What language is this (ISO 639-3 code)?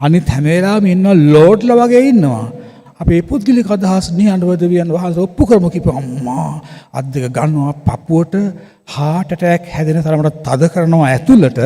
sin